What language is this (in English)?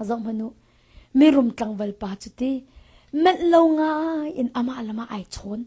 Hakha Chin